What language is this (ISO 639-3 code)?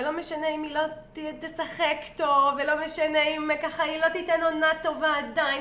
heb